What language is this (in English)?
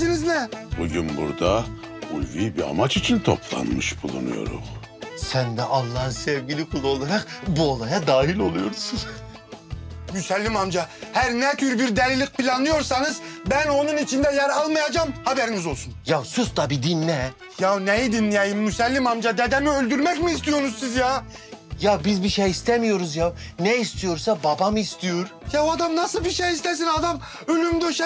Turkish